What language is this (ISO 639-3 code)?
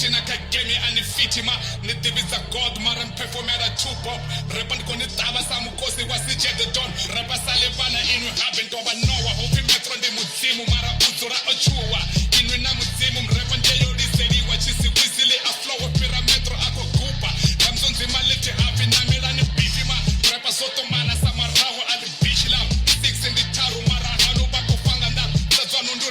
ven